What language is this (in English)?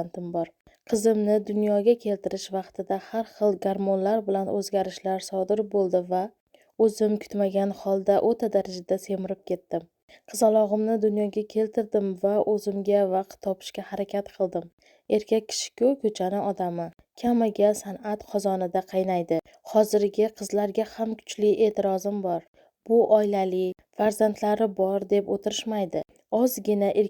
Uzbek